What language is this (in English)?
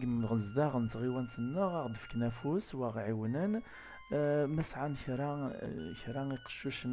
Kabyle